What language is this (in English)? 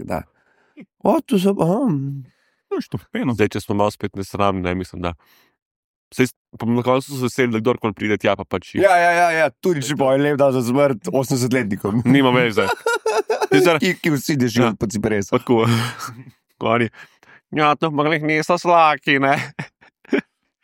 Slovenian